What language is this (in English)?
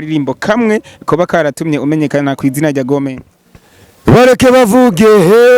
Rundi